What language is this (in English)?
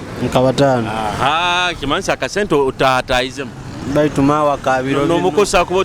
Tooro